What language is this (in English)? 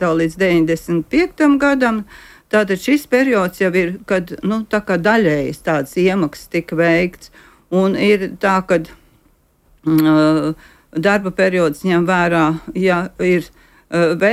Latvian